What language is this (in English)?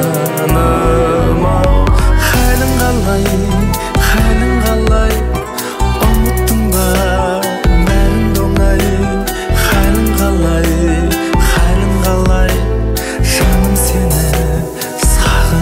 Kazakh